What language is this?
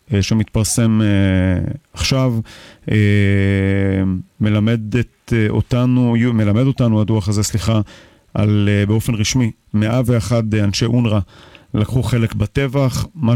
Hebrew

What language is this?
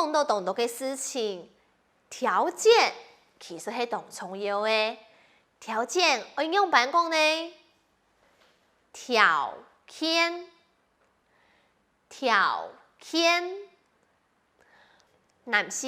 Hakka Chinese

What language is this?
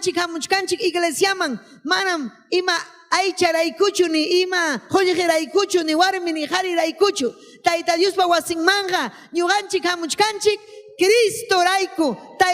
Ayacucho Quechua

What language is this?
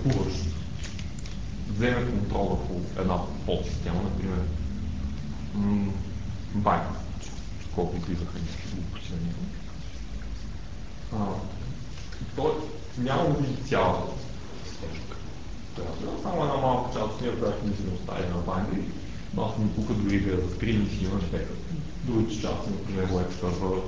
Bulgarian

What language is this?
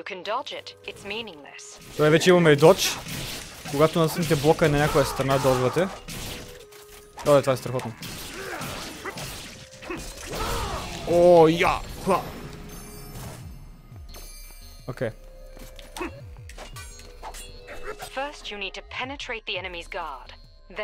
Bulgarian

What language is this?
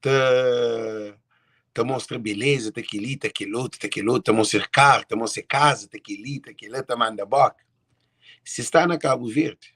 Kabuverdianu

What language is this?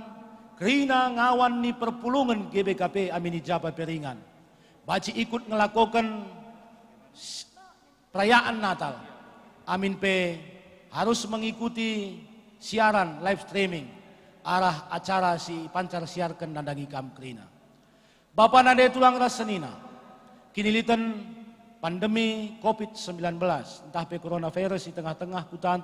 Batak Karo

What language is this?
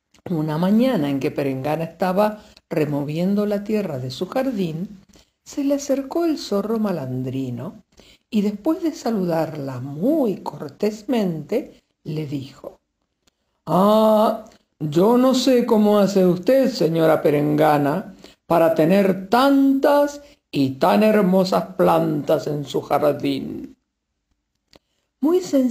Spanish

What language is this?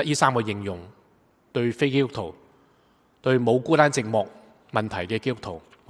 Cantonese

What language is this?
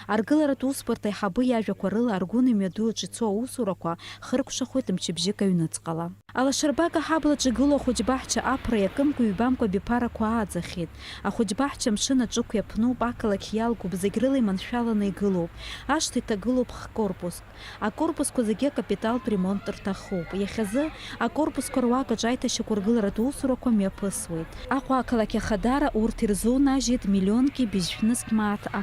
Abkhazian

